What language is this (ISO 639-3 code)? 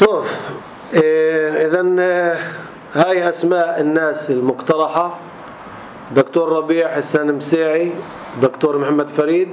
apc